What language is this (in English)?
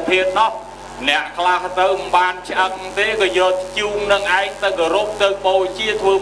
Khmer